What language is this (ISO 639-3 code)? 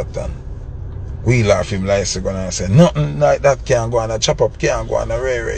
jam